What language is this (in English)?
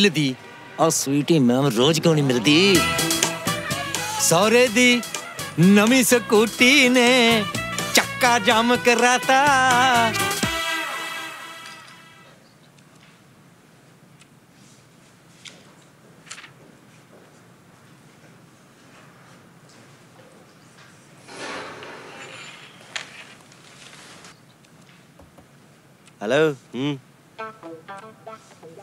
Punjabi